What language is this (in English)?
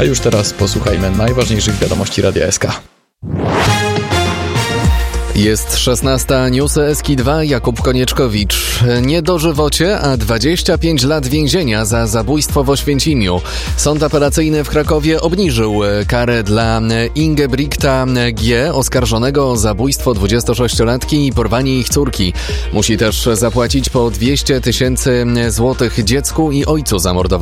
Polish